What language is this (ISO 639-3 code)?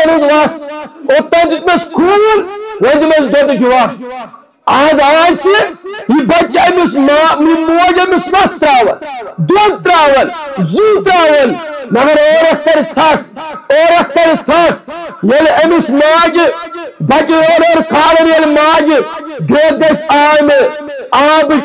kas